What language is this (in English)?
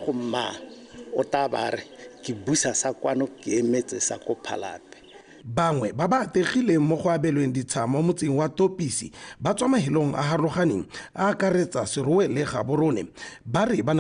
Tswana